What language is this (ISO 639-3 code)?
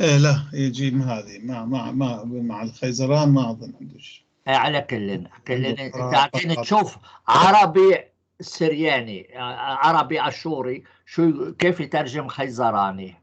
apc